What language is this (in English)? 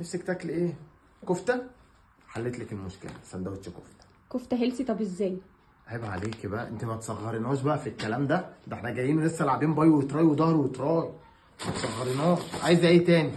Egyptian Arabic